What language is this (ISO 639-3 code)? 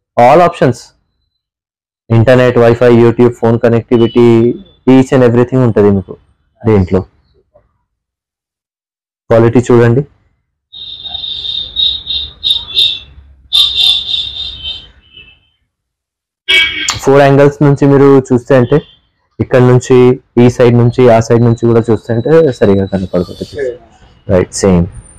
tel